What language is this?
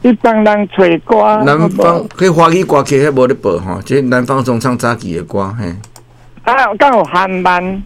Min Nan Chinese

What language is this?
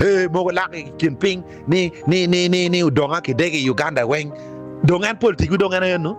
Acoli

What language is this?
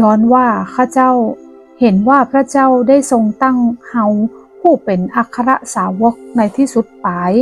Northern Thai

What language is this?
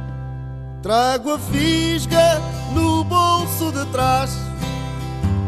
Portuguese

